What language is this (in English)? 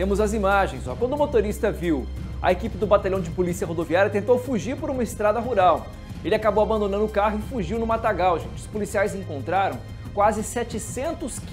Portuguese